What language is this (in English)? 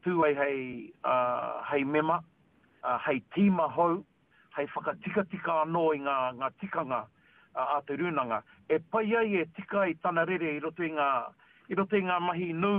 Māori